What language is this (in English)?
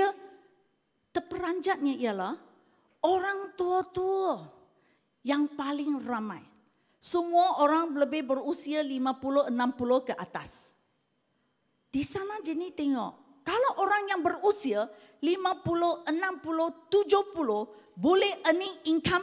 Malay